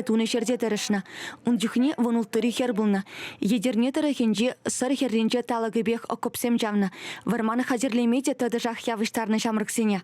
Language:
Chuvash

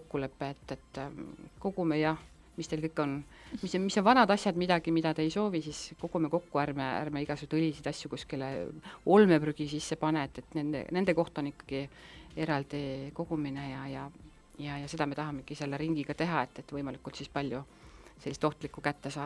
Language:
Estonian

